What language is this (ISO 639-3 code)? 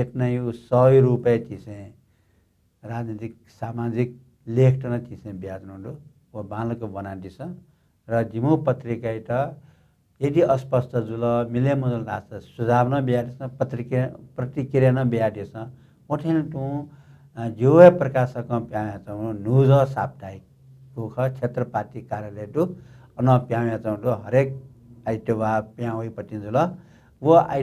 new